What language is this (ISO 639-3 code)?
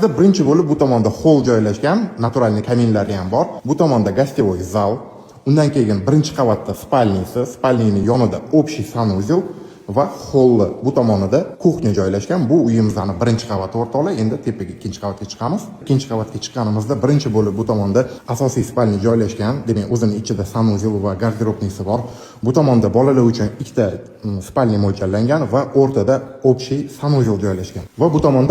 uzb